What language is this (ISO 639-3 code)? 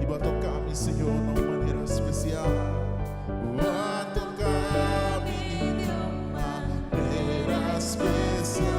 pap